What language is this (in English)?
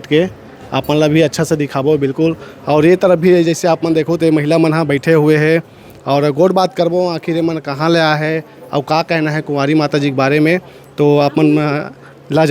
Chhattisgarhi